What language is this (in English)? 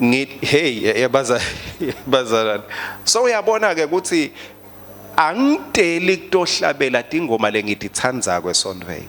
Swati